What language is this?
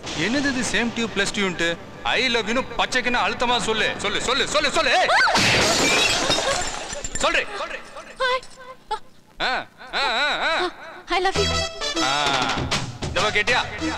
Tamil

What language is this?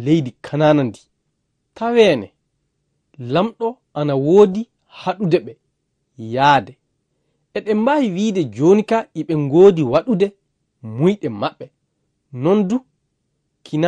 Fula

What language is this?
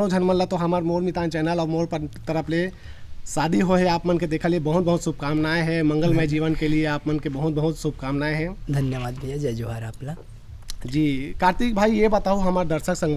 Chhattisgarhi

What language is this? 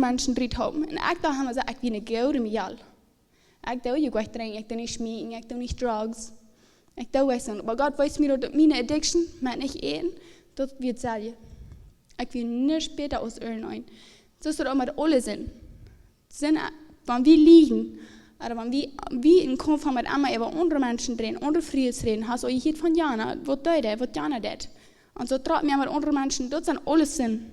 Plautdietsch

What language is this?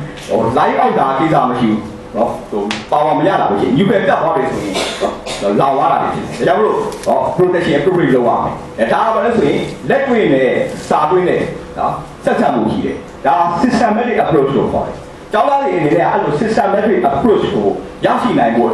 Burmese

